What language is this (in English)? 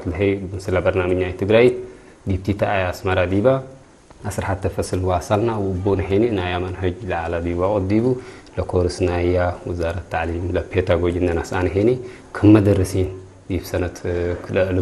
Tigre